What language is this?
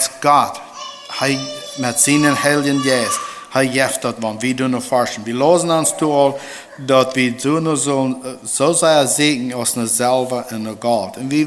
Plautdietsch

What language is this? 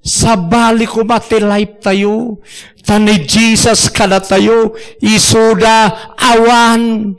Iloko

